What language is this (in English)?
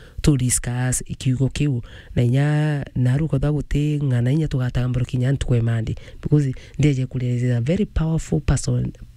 Meru